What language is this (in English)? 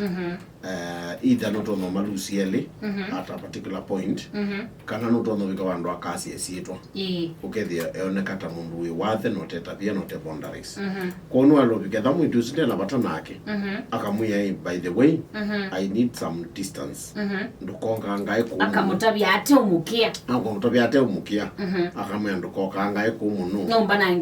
Kamba